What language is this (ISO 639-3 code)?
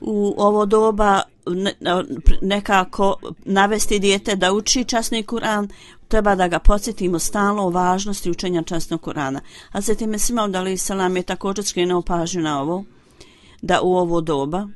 bos